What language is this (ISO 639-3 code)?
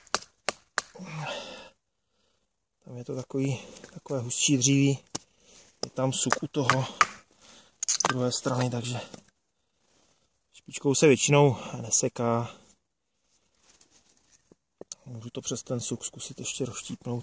ces